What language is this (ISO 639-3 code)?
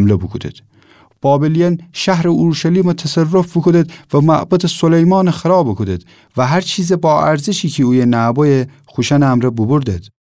glk